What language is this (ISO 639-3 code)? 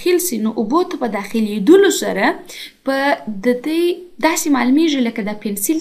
pus